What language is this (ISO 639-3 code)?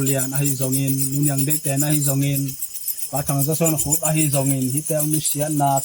ctd